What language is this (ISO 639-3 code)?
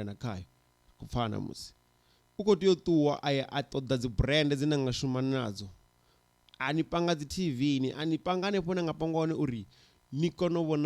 ven